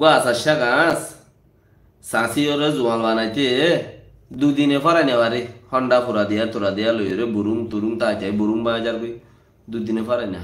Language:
Rohingya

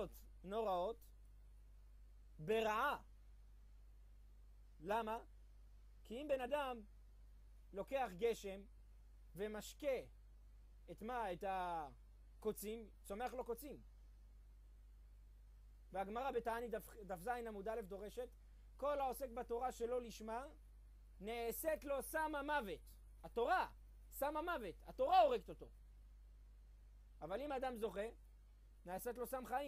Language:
Hebrew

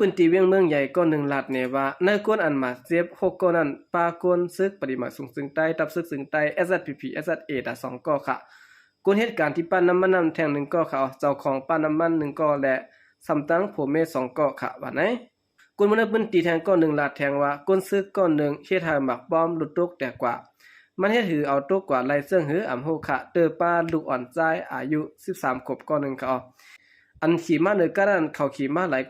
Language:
Shan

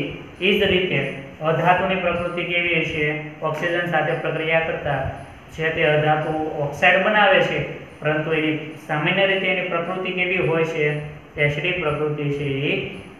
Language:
Gujarati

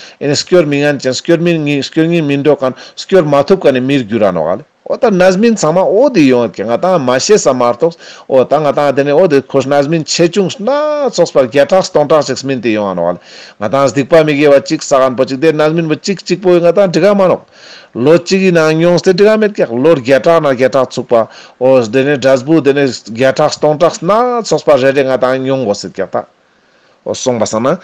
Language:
Ladakhi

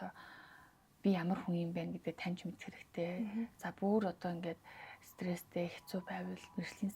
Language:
Mongolian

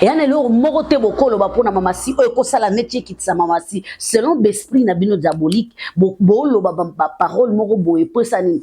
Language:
Lingala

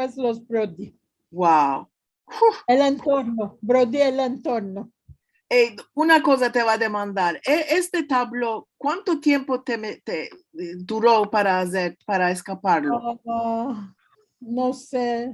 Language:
Ladino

